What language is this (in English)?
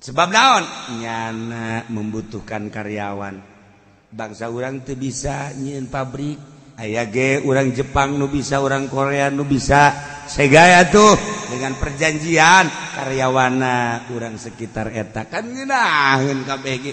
Sundanese